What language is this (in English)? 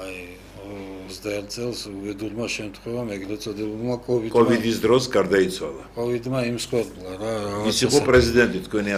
Georgian